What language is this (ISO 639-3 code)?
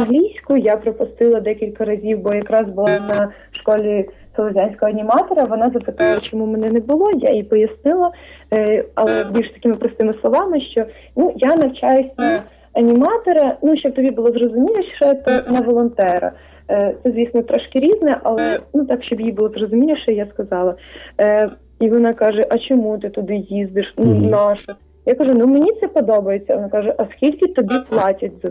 ukr